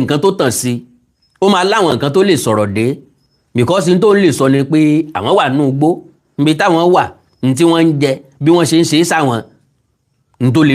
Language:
Yoruba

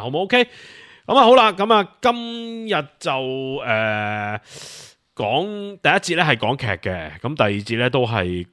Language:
Cantonese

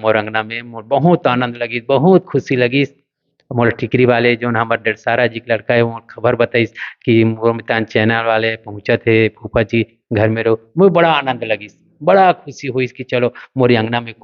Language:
Chhattisgarhi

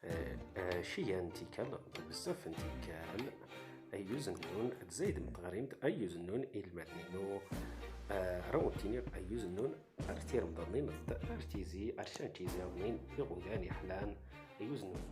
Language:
Standard Moroccan Tamazight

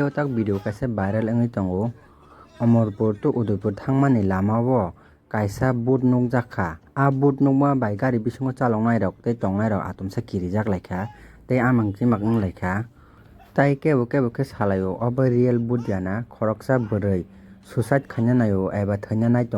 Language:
Kok Borok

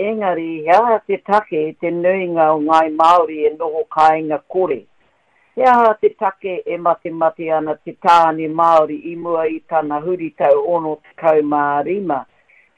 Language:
Māori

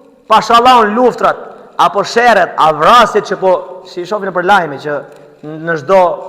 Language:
Albanian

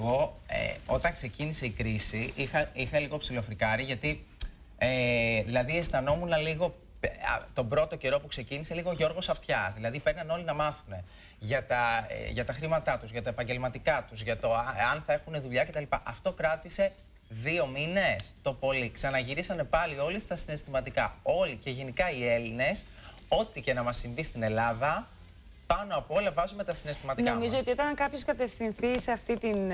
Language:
Greek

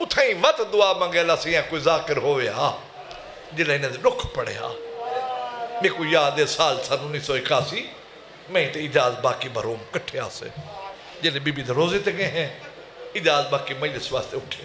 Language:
Saraiki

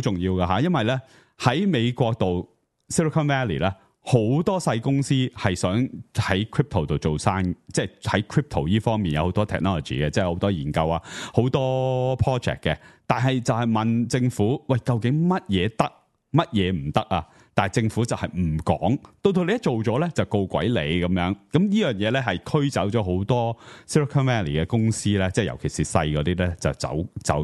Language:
Cantonese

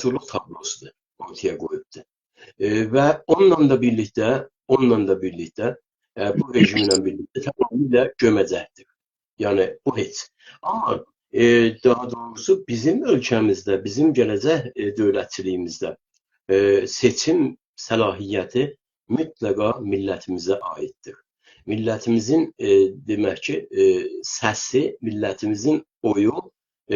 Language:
South Azerbaijani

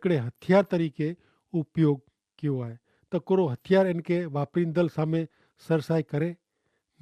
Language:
Kachhi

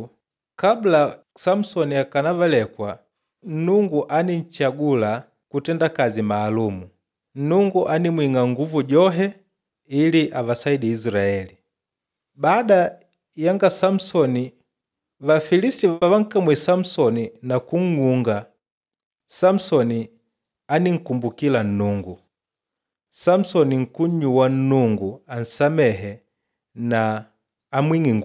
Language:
Makonde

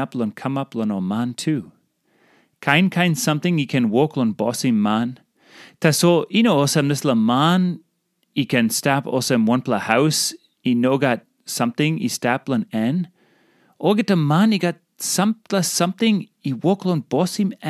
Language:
Tok Pisin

